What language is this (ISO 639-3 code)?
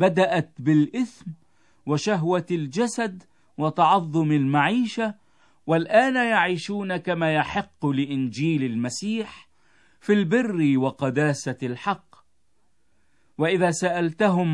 ara